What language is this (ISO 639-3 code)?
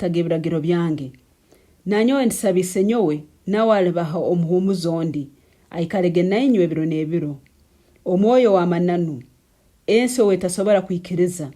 nyn